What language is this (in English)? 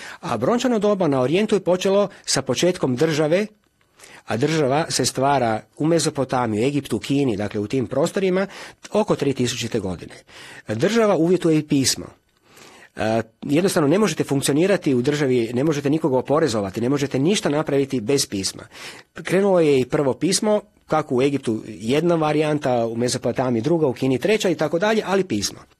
Croatian